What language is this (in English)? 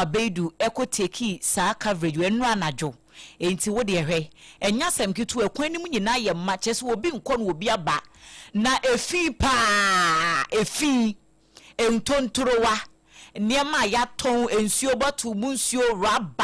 Akan